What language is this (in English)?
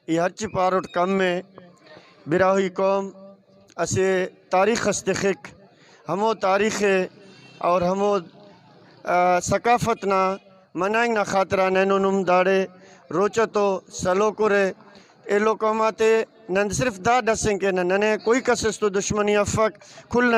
Brahui